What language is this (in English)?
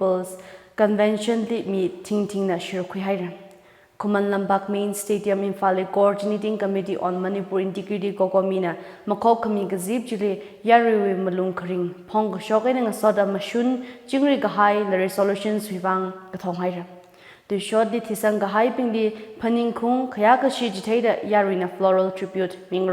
Tangkhul Naga (India)